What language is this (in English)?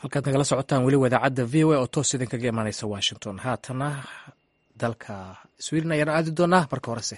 Somali